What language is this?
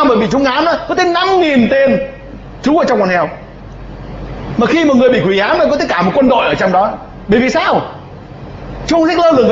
Vietnamese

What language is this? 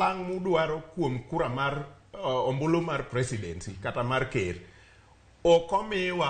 Luo (Kenya and Tanzania)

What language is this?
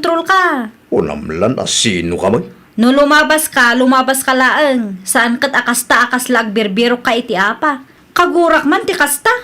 Iloko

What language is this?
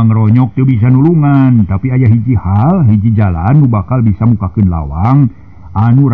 Sundanese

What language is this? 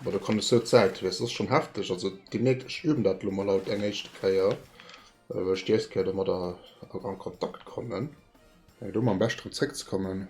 Luxembourgish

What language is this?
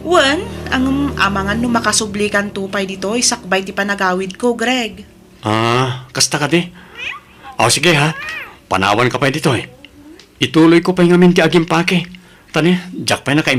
Iloko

